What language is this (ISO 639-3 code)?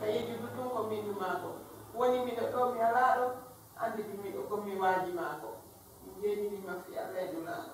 ful